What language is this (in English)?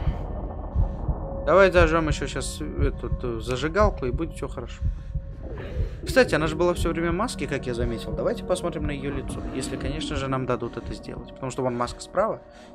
Russian